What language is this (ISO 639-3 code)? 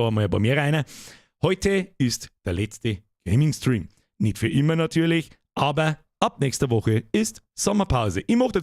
bar